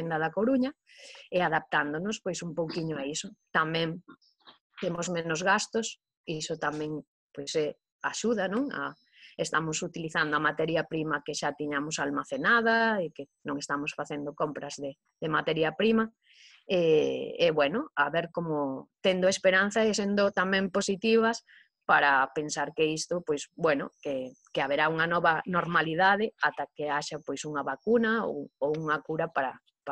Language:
Galician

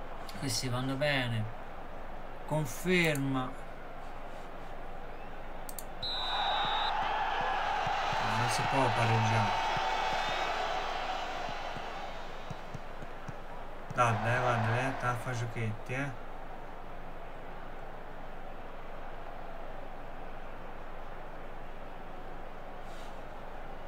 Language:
Italian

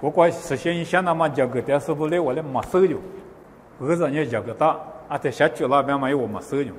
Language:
Lisu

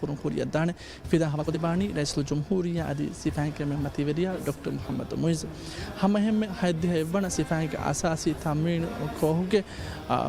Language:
Divehi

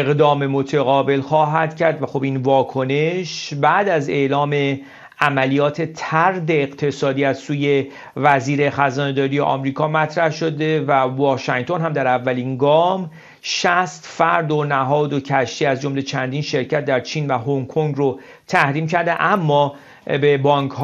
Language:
Persian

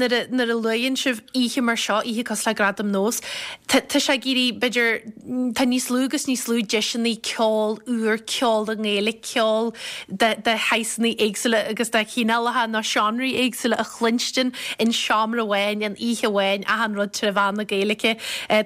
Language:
Irish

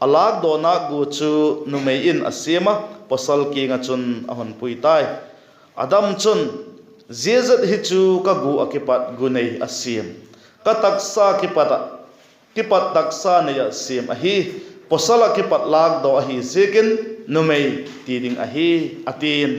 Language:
Vaiphei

